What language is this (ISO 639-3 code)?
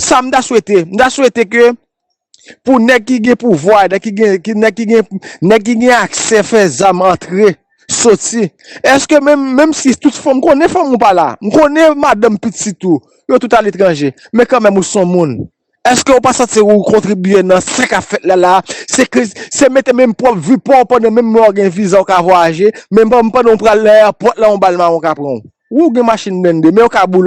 hat